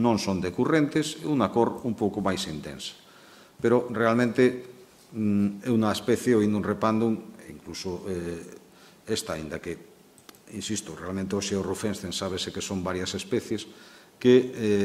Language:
Galician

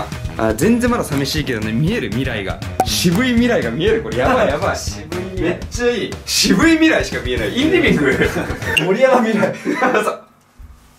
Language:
Japanese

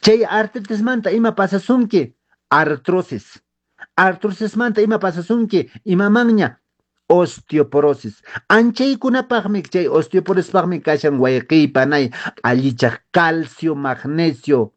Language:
Quechua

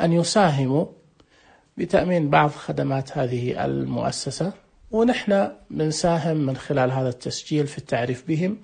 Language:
Najdi Arabic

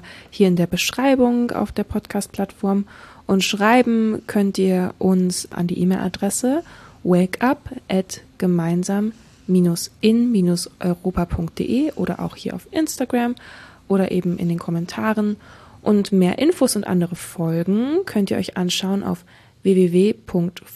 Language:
German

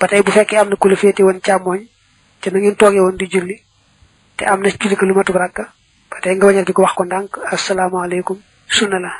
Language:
Wolof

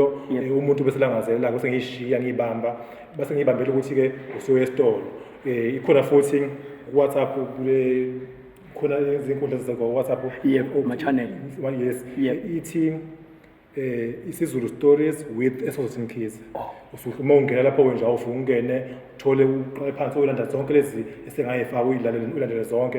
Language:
Zulu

